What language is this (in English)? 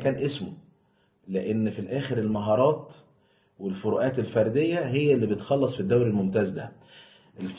Egyptian Arabic